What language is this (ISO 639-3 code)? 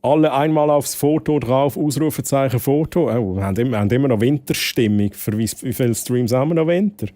gsw